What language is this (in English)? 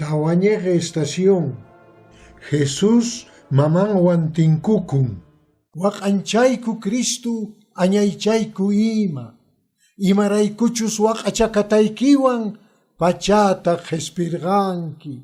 Quechua